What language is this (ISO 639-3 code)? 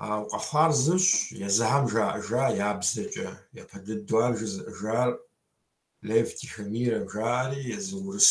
kbd